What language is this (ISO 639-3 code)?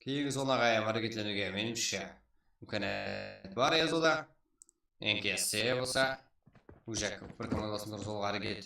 kaa